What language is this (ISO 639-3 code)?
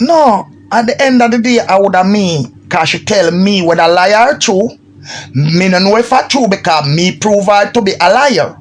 jam